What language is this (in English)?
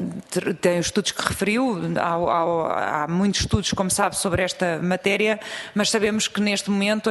Portuguese